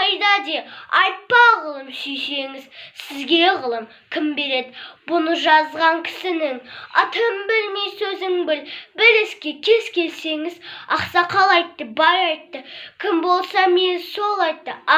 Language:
Kazakh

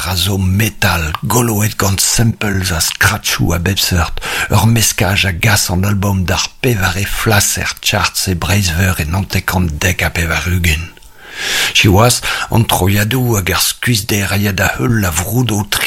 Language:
Breton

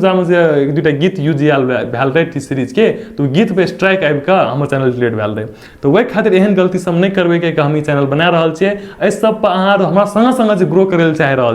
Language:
Maithili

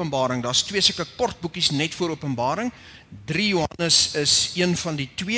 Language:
Afrikaans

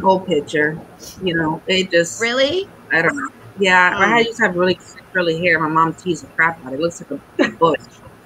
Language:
English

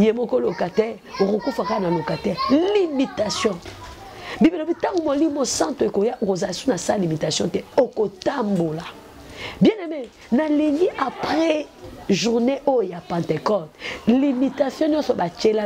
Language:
Lingala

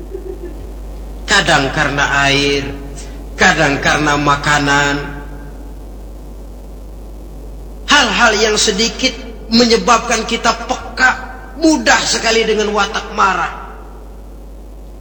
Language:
Indonesian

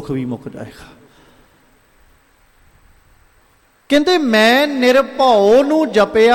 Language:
Punjabi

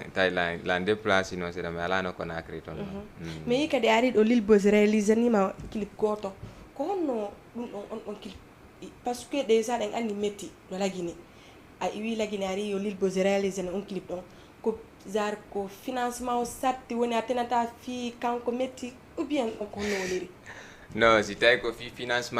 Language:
Fula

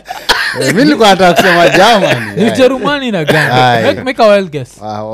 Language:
Swahili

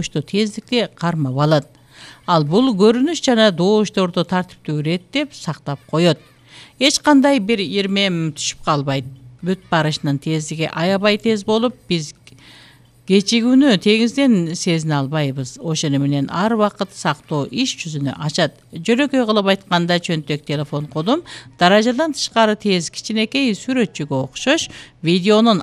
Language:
Kyrgyz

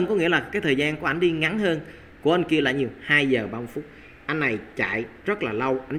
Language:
Vietnamese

